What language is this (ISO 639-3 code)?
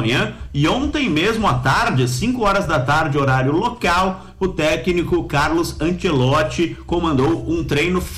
por